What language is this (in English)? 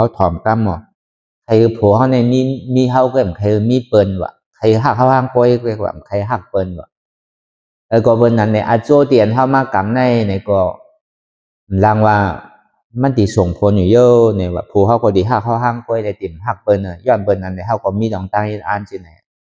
Shan